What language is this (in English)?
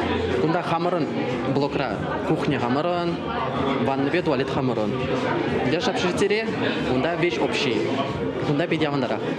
Chuvash